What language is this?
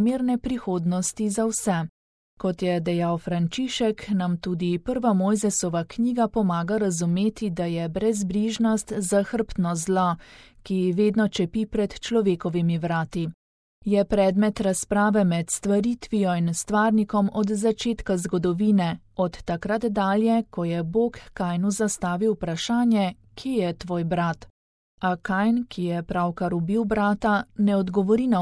Slovenian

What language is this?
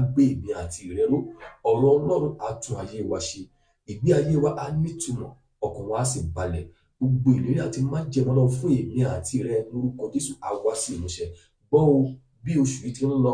Yoruba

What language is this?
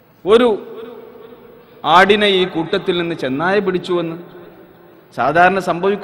Malayalam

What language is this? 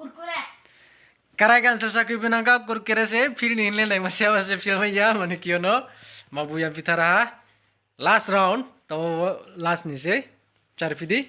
Riang (India)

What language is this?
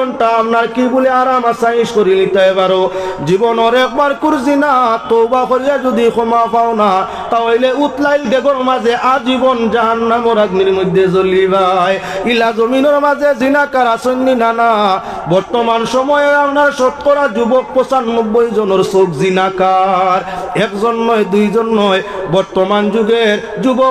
Sylheti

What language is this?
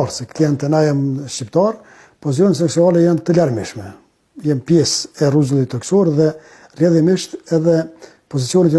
Albanian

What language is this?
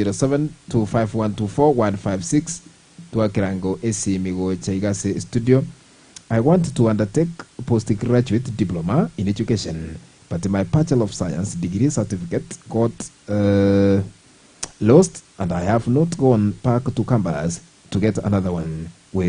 Gusii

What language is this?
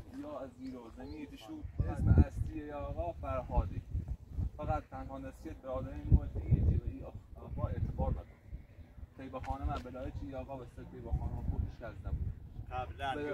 Persian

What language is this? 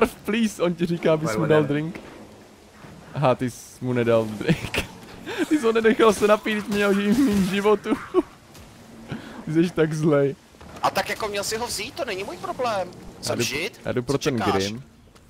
Czech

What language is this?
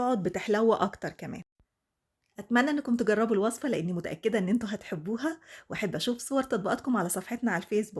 Egyptian Arabic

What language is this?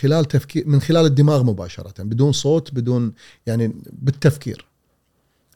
Gulf Arabic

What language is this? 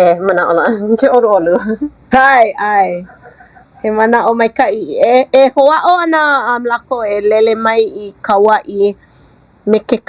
Hawaiian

